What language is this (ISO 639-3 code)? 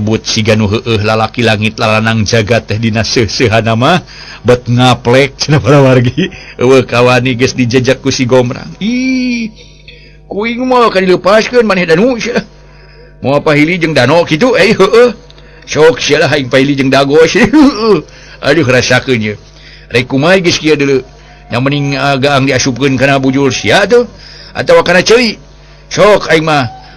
sun